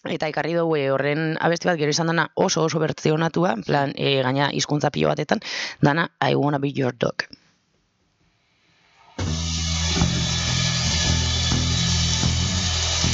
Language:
Basque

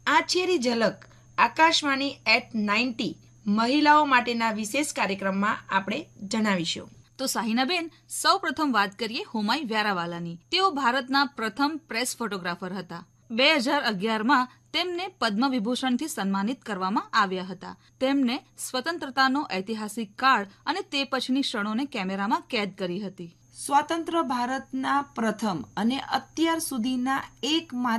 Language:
Gujarati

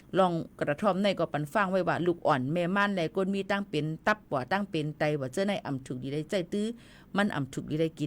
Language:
Shan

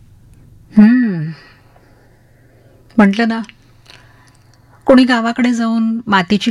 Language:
Marathi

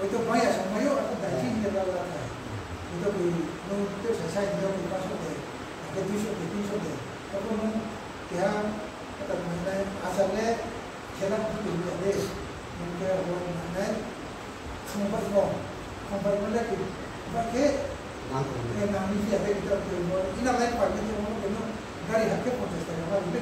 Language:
Riang (India)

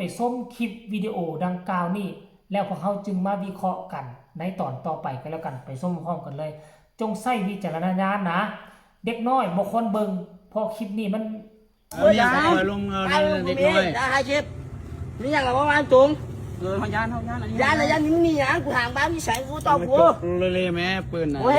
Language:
Northeastern Thai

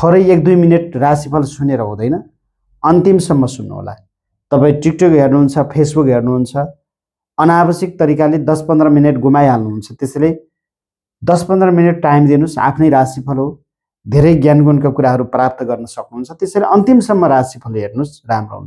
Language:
Nepali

